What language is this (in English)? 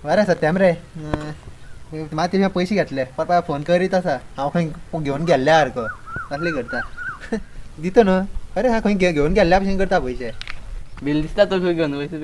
Konkani